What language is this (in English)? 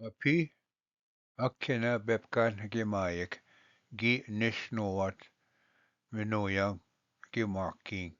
Ojibwa